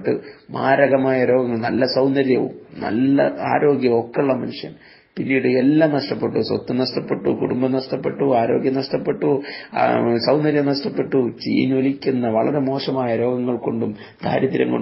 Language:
Malayalam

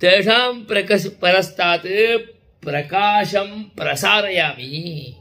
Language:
Sanskrit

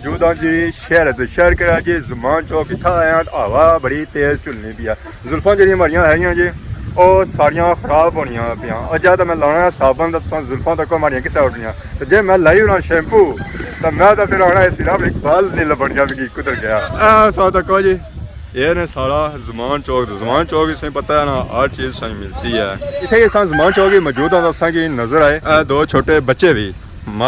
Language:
Pahari-Potwari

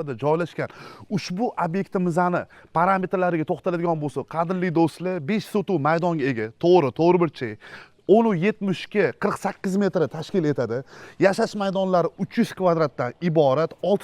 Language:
Uzbek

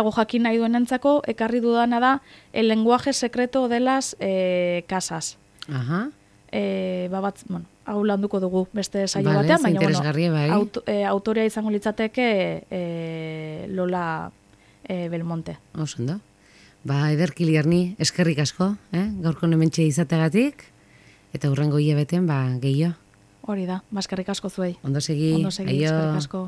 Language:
Basque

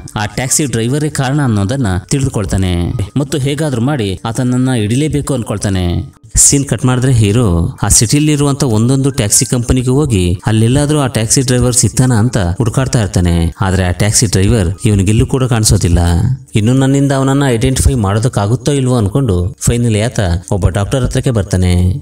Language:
Kannada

